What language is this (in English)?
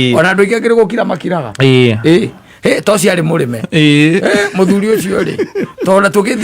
Kikuyu